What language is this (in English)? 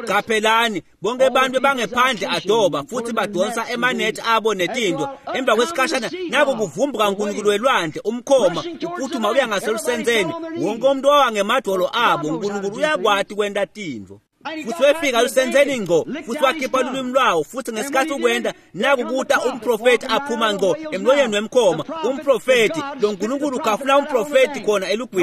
Swati